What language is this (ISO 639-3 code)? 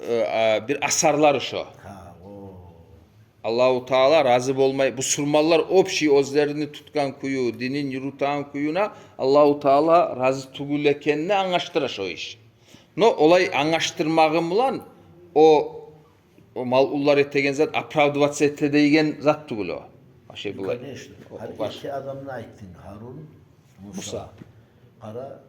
kum